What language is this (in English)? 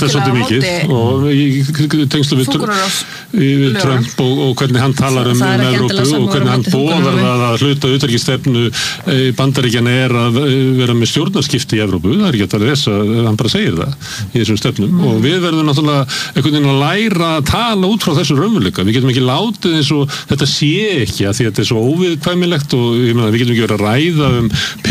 Icelandic